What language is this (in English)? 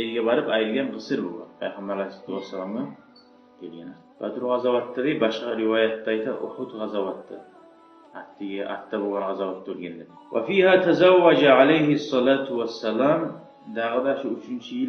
Kumyk